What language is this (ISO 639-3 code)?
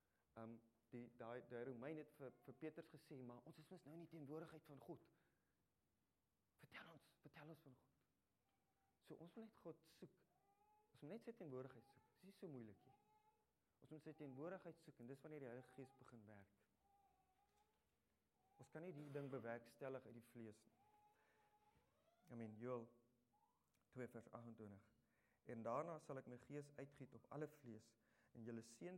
afr